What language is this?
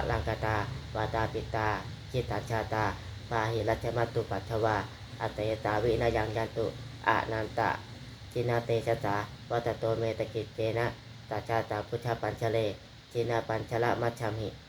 Pali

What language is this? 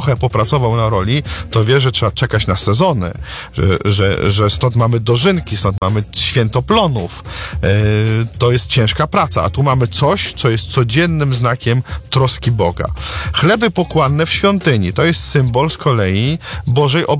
Polish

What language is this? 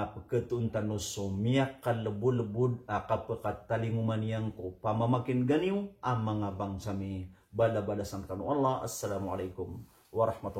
Maranao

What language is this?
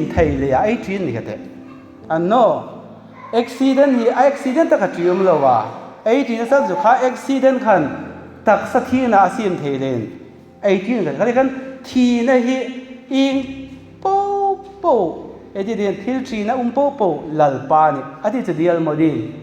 Hmar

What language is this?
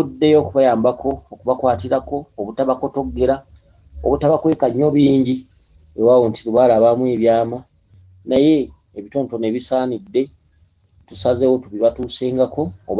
Ganda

